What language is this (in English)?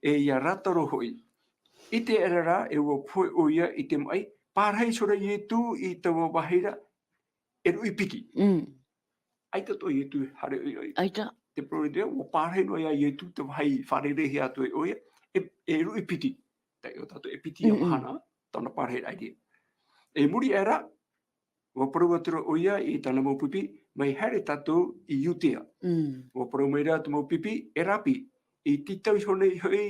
Tahitian